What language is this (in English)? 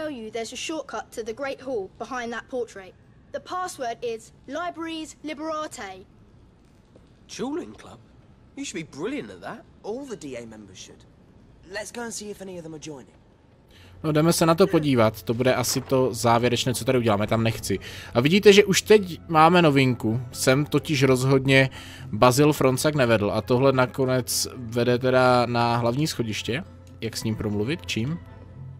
Czech